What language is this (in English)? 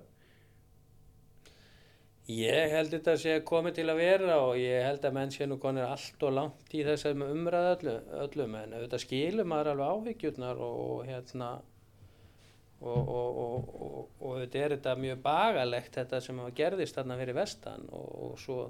Icelandic